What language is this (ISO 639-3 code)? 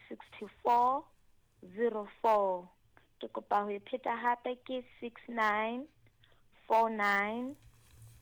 sot